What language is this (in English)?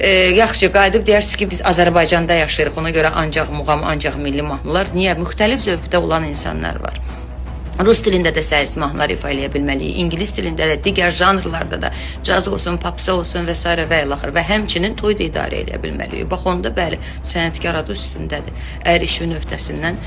Azerbaijani